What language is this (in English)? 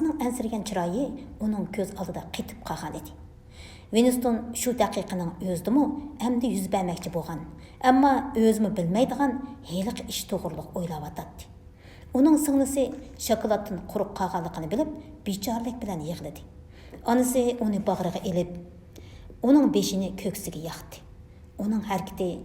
Uyghur